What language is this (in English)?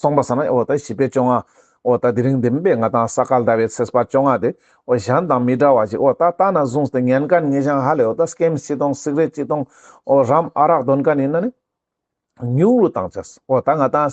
Ladakhi